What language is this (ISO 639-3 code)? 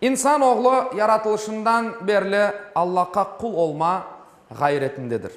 crh